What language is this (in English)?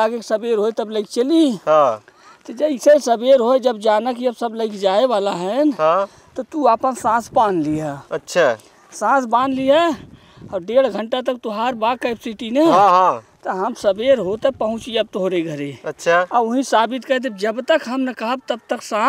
Awadhi